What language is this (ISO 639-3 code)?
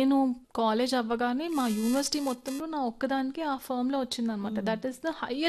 tel